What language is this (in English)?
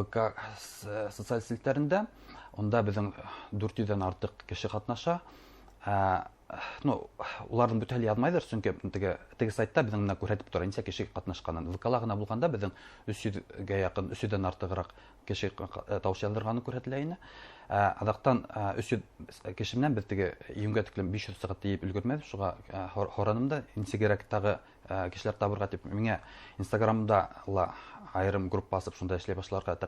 Bashkir